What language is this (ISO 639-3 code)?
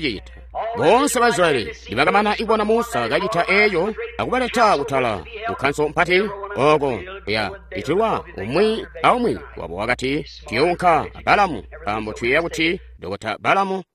toi